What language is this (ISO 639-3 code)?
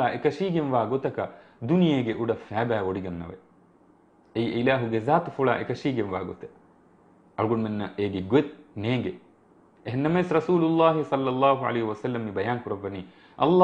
div